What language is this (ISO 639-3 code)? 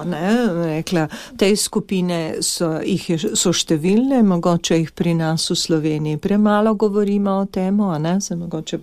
slv